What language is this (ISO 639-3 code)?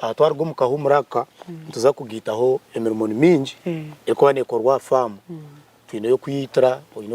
nyn